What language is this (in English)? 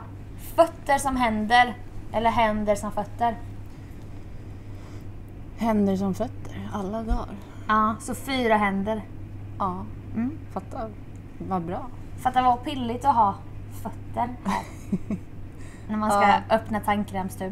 Swedish